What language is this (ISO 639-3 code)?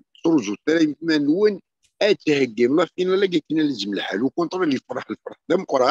kab